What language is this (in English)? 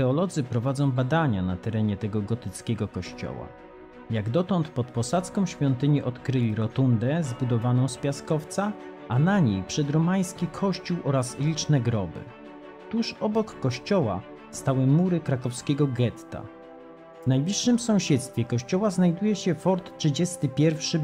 Polish